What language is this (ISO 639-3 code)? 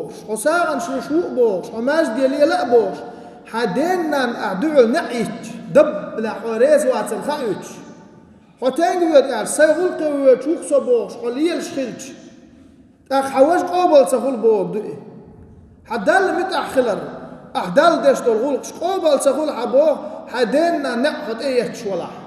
che